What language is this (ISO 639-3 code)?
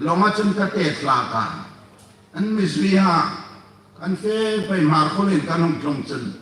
hmr